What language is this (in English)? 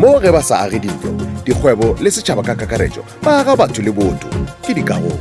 Northern Sotho